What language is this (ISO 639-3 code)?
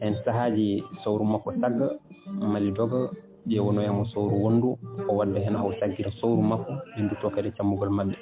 ful